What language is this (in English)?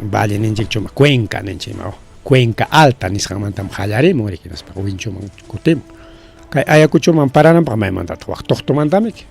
Ayacucho Quechua